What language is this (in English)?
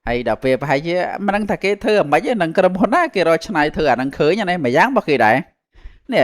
Khmer